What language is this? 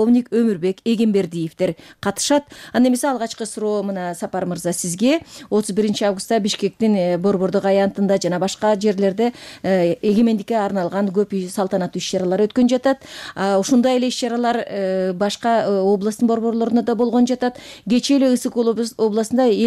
Kyrgyz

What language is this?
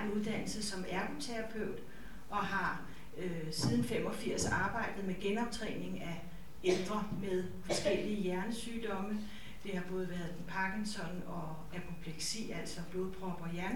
Danish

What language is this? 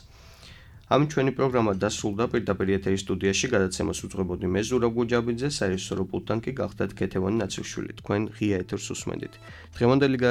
Georgian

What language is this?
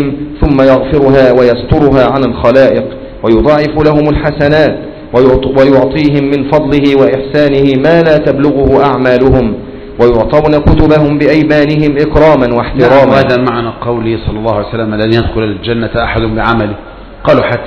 Arabic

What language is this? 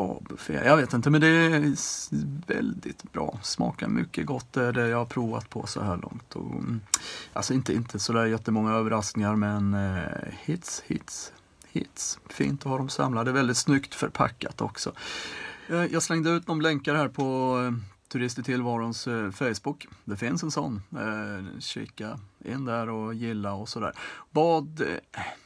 Swedish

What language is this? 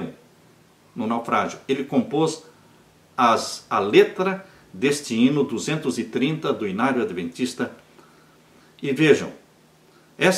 Portuguese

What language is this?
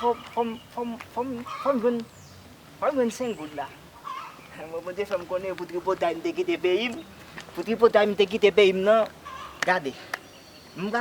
Haitian Creole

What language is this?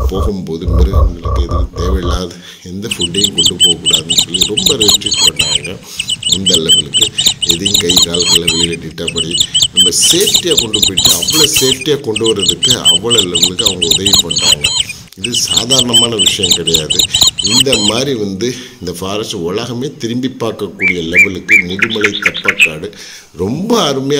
Tamil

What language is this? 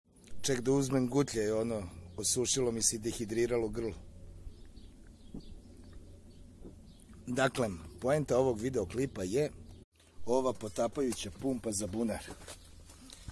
Serbian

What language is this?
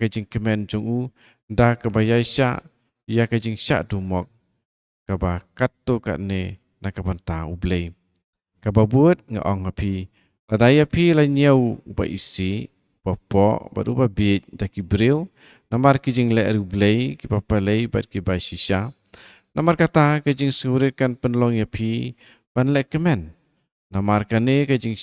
Khasi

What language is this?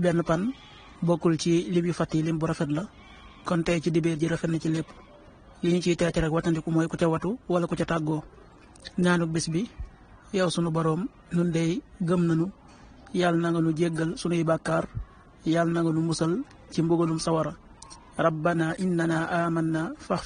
Wolof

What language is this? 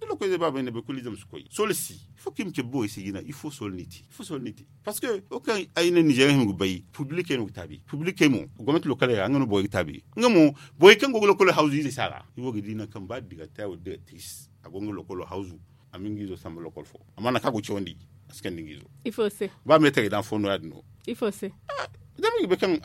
Zarma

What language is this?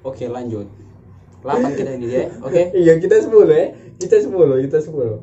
Manado Malay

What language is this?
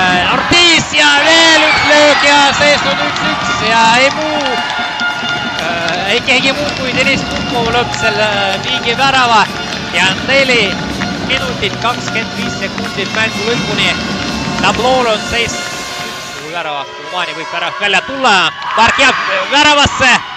Estonian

